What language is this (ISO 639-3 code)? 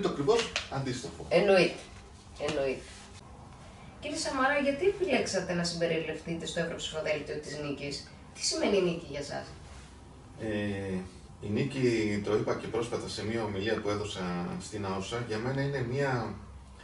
ell